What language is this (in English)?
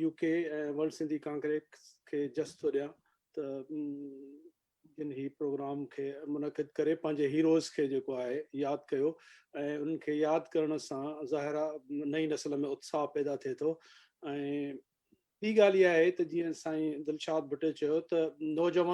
Sindhi